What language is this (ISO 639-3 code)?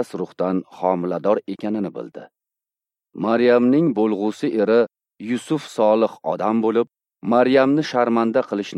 uzb